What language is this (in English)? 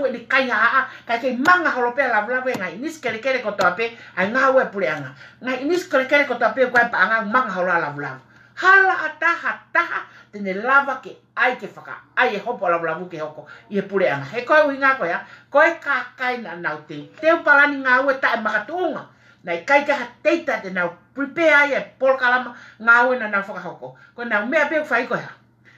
Tongan